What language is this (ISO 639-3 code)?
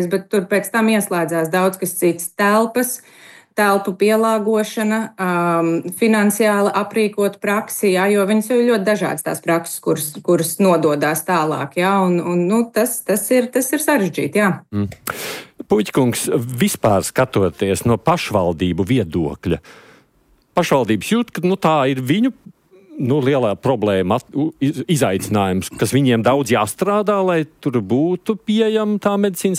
lav